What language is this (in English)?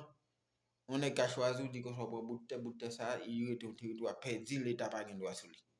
Haitian Creole